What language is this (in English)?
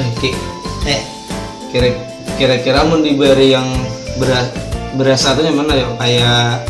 Banjar